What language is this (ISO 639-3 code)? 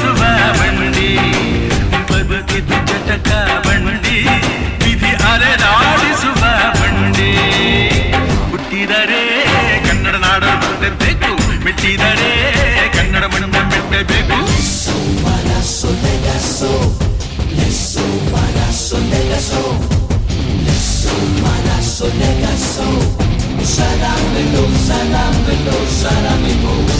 kan